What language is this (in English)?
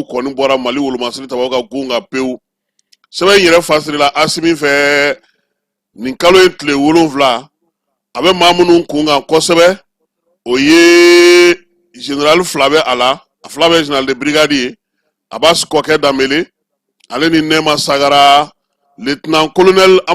Bambara